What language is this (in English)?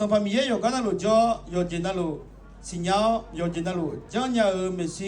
Akha